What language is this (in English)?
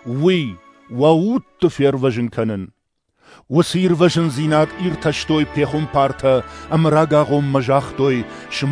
Ossetic